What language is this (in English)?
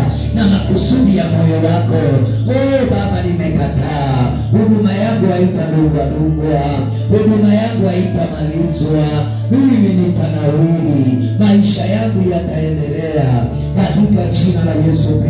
Swahili